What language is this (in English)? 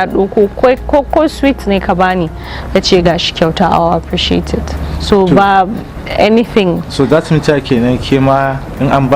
Hausa